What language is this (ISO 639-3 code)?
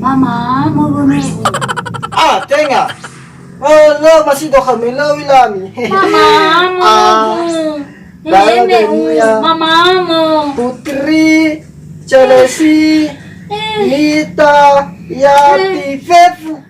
nia